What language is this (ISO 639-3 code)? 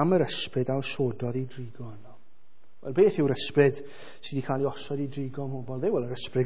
cym